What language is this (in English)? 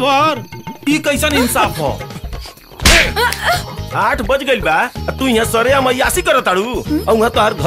Bhojpuri